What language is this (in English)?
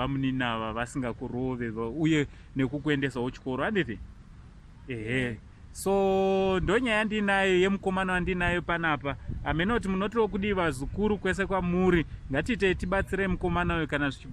Shona